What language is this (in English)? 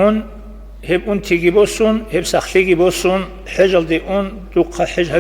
Avaric